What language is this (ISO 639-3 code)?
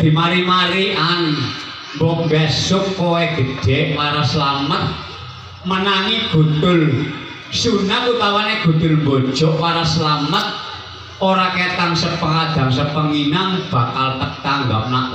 jav